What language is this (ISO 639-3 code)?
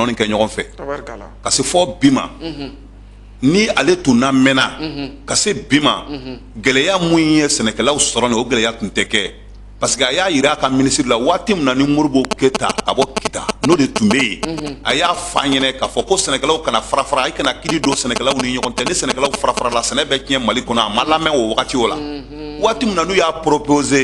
bam